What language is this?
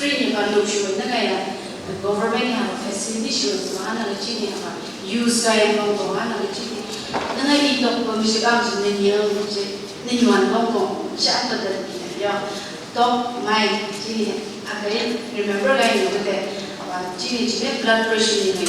Phom Naga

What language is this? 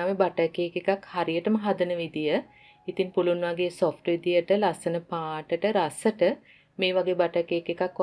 Sinhala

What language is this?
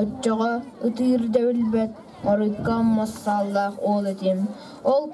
Yakut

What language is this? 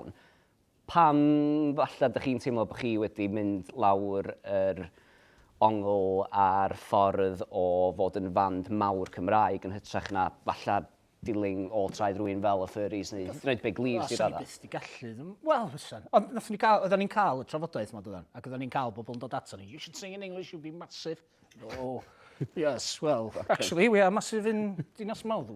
Welsh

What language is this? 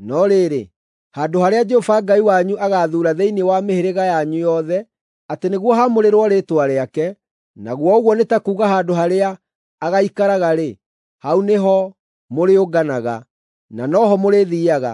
Kikuyu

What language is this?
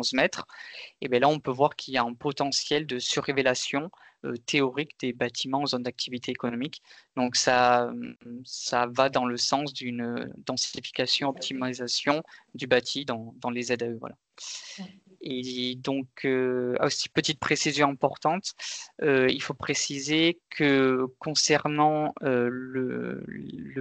French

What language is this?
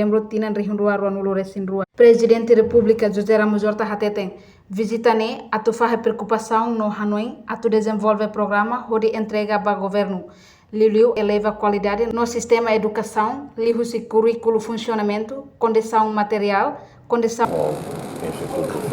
Tetum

